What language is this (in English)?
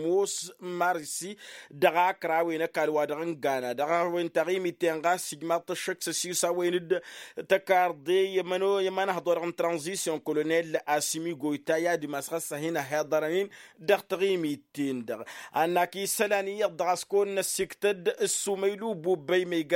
Tamasheq